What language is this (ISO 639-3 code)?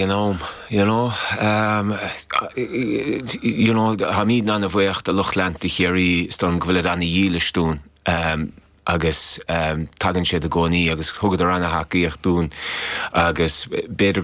gle